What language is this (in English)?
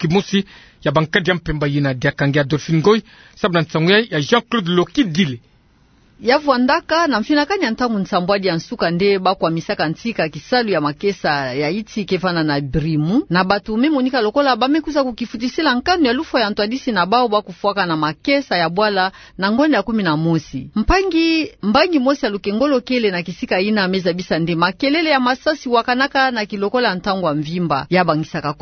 Kituba (Democratic Republic of Congo)